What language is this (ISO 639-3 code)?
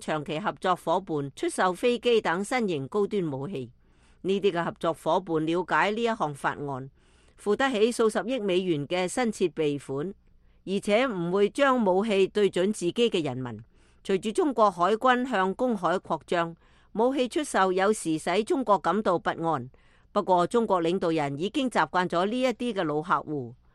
yue